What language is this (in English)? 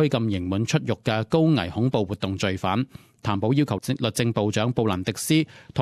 Cantonese